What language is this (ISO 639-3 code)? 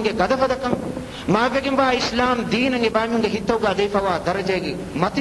div